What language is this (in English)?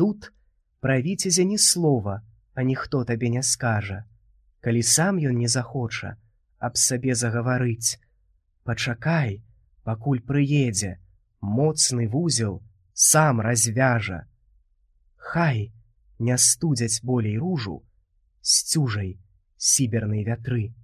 Belarusian